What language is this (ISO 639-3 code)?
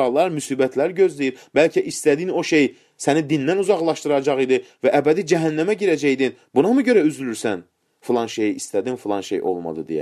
aze